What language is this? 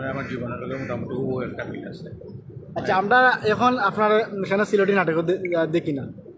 Sylheti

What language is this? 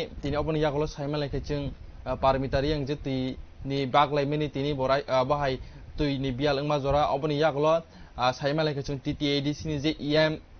Kok Borok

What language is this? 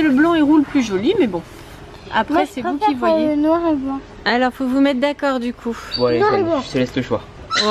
French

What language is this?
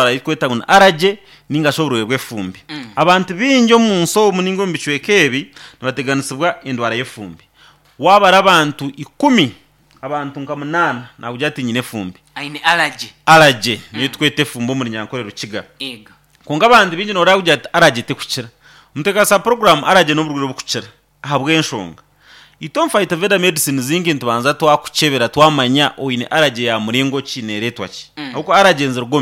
Nyankole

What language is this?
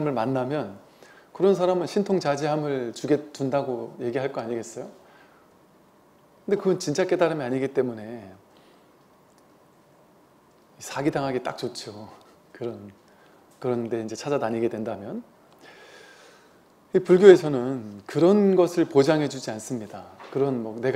Korean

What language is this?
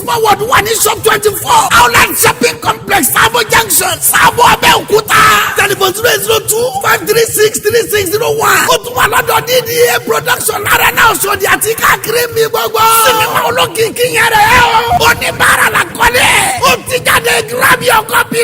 Yoruba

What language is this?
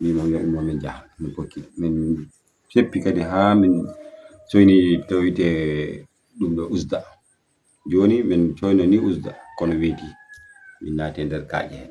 Fula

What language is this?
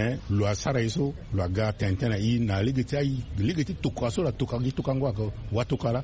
Sango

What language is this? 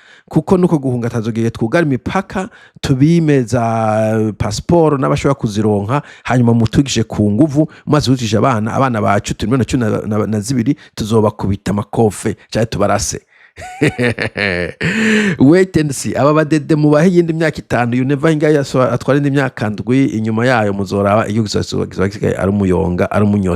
Rundi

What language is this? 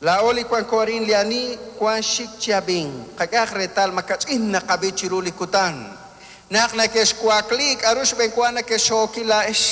Kekchí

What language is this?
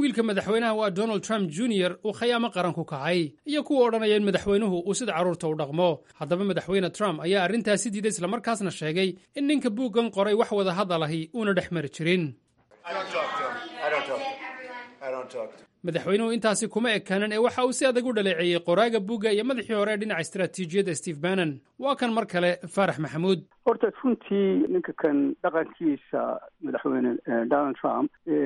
Somali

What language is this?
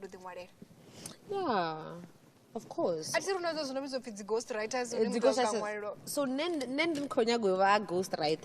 Venda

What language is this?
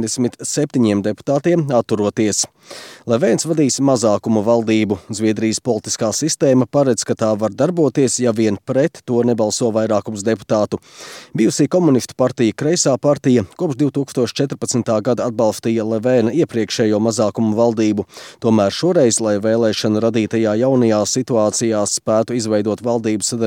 Latvian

